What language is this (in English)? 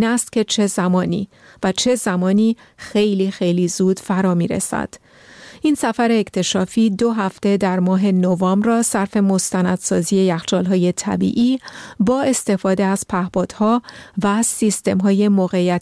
Persian